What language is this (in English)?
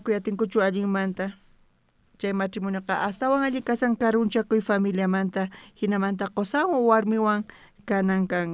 South Bolivian Quechua